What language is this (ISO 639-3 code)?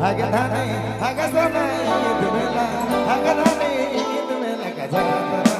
sck